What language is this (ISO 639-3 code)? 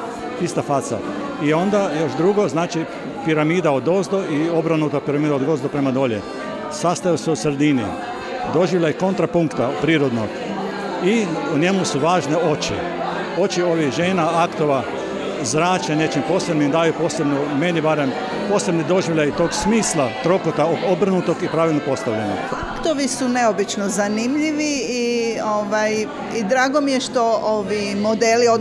hrv